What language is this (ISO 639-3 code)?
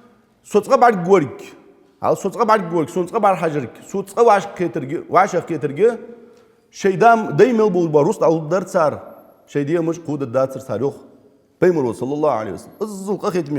inh